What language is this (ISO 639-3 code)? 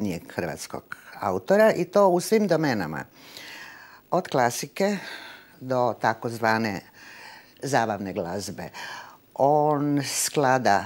hrv